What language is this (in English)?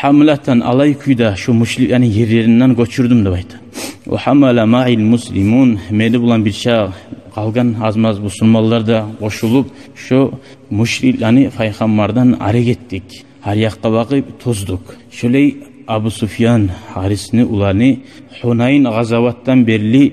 Kumyk